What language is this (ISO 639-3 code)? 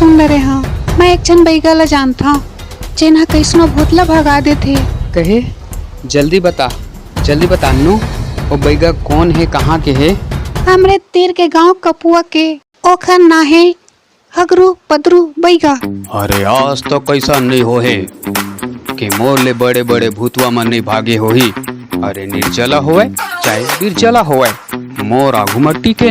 hne